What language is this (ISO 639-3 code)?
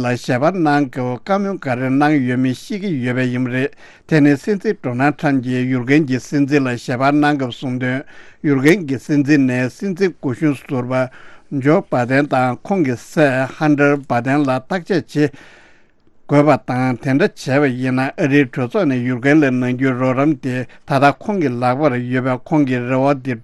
bod